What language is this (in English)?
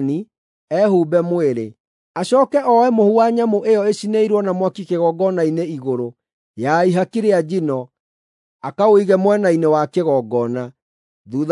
Kikuyu